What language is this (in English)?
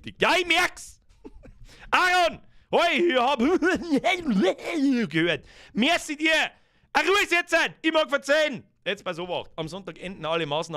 Bavarian